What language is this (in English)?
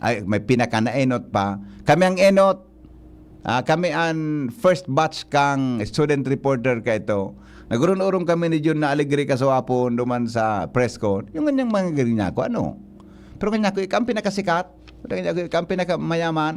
Bikol